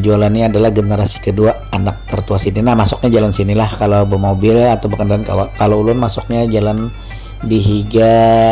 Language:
Banjar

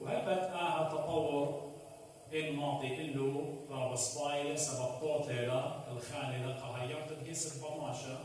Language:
Assyrian Neo-Aramaic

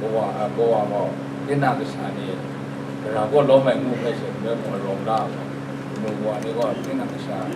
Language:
Kachin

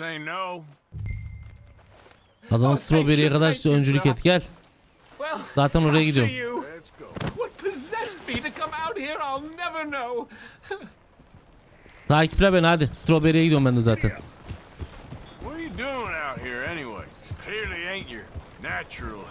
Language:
Turkish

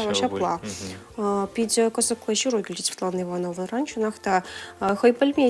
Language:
Chuvash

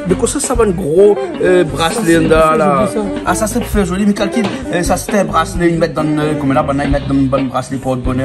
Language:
Réunion Creole French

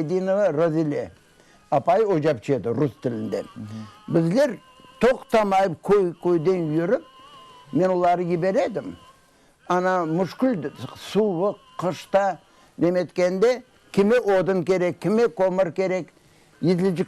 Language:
Crimean Tatar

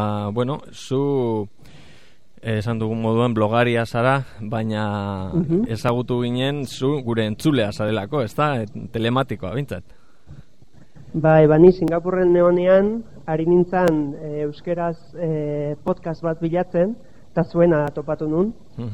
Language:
Basque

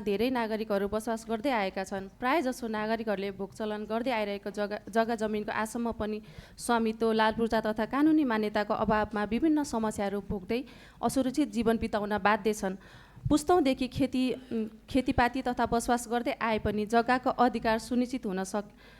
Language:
Nepali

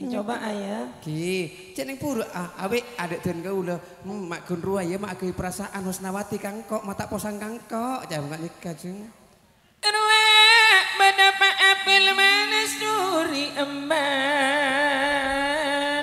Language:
Madurese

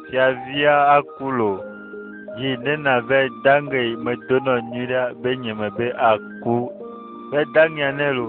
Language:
Ewe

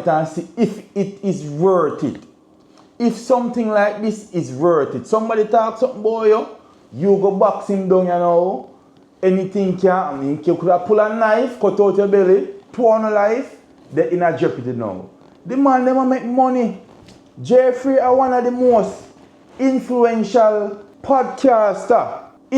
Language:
Jamaican Creole English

